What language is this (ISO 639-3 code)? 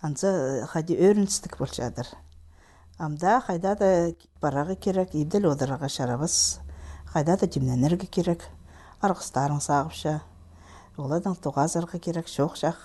kjh